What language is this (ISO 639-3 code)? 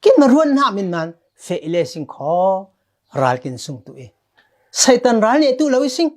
cfm